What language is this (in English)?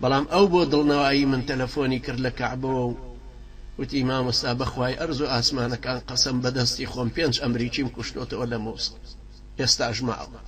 Central Kurdish